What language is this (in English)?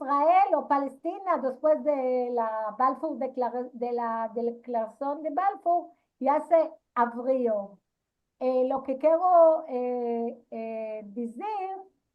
Ladino